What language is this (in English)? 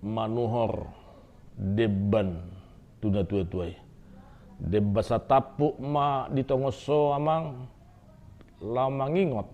Batak Toba